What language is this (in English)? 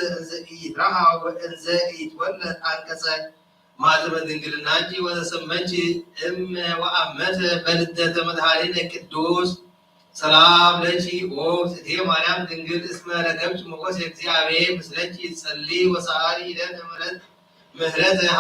Geez